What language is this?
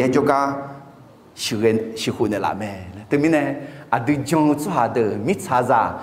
Akha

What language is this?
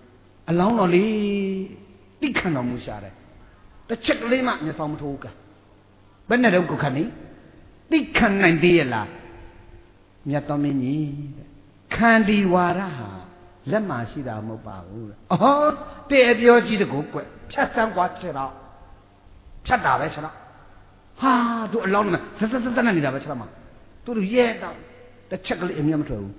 Burmese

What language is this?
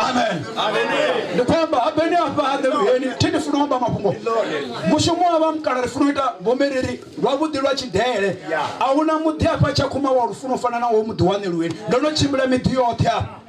Venda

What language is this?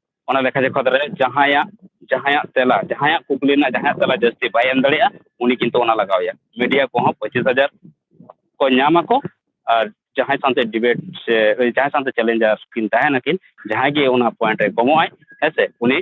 Santali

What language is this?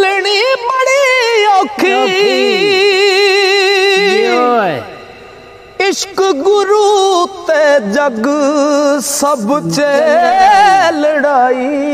Punjabi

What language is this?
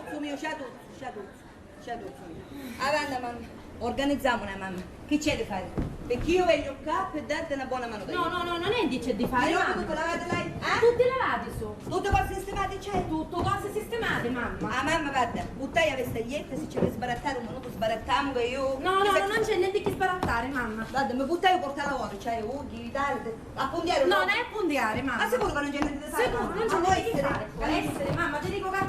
Sicilian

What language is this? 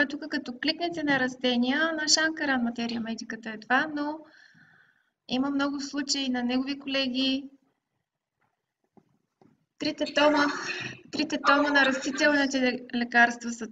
Bulgarian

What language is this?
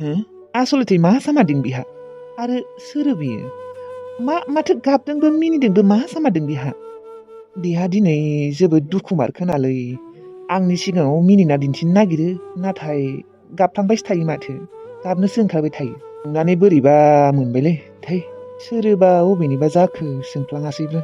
Bodo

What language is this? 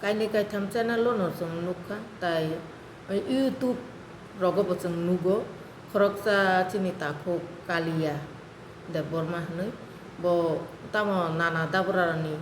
Kok Borok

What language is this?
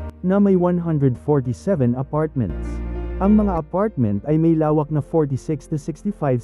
Filipino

